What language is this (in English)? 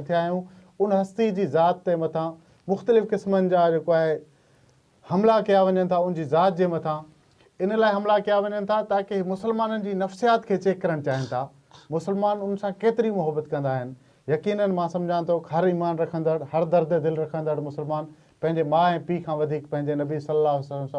Sindhi